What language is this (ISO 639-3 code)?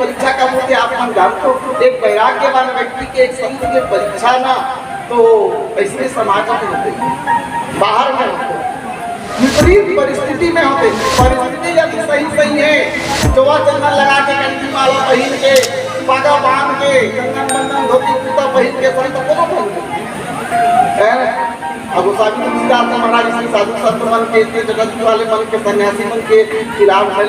hne